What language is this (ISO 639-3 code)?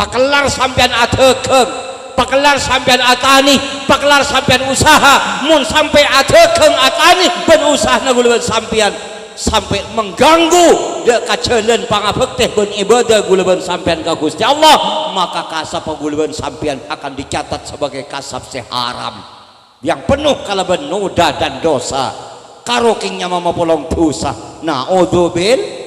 mad